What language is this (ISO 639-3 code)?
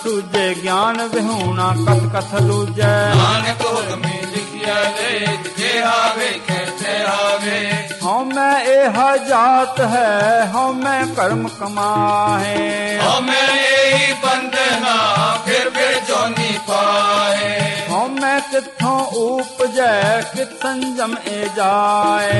pan